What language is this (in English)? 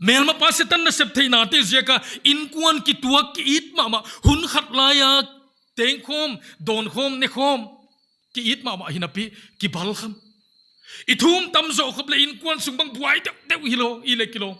Paite Chin